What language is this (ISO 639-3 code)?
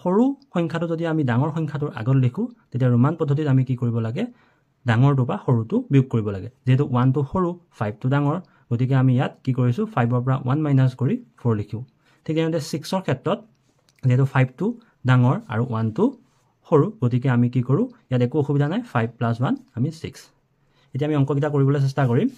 asm